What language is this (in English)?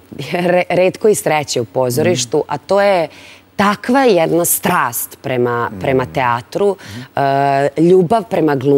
Serbian